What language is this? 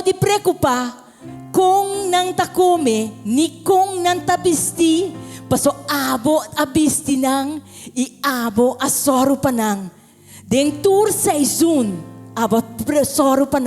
Papiamento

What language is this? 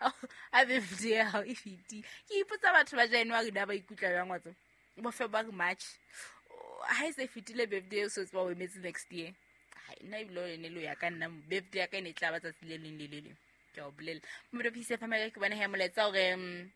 Southern Sotho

